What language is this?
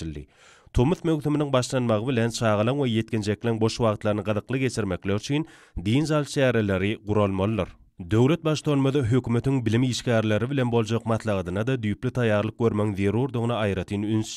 Turkmen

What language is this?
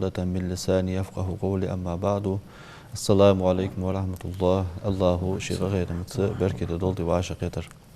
Ingush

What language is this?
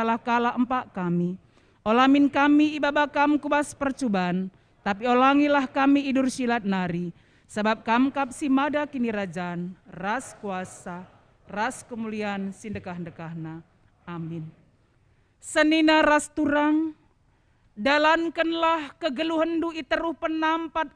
Batak Karo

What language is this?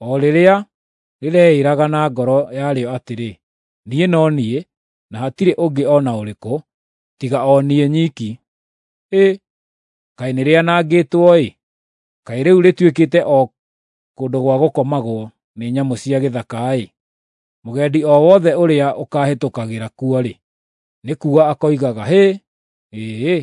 Kikuyu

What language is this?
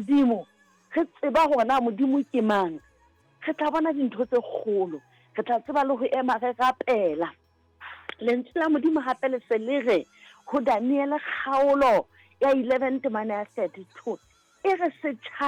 Southern Sotho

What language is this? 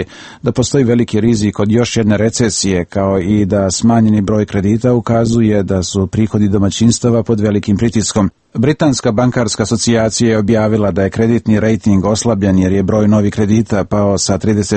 Serbian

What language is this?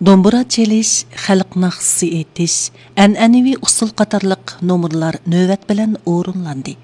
Uyghur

